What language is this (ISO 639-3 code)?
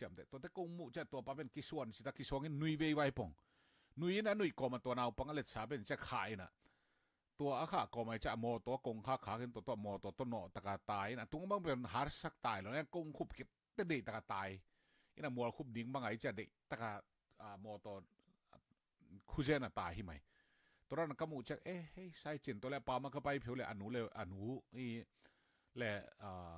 ctd